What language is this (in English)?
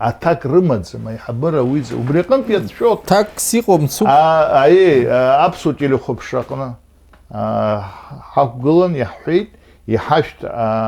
Abkhazian